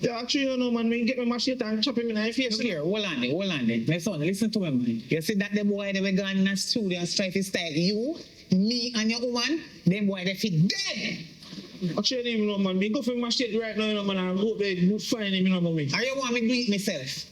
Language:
Jamaican Creole English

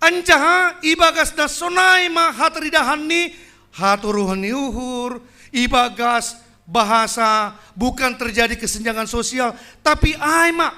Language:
Batak Simalungun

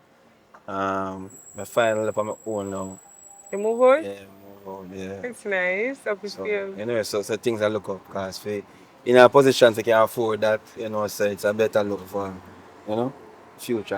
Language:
Jamaican Creole English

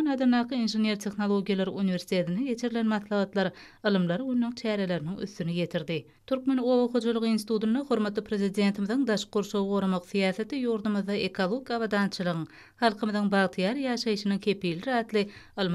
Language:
Turkmen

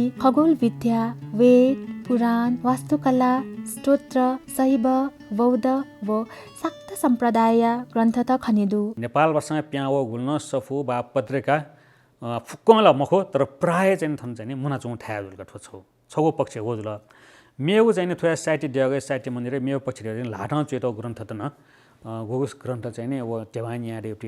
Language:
Newari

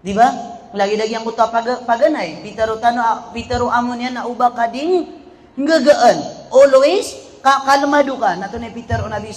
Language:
Maranao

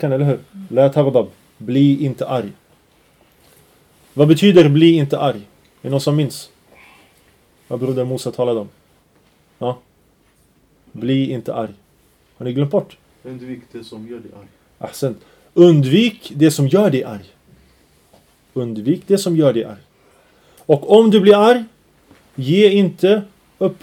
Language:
Swedish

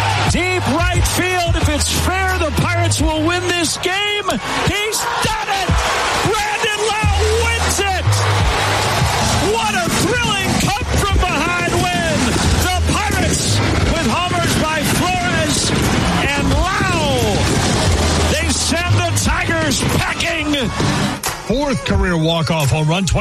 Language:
English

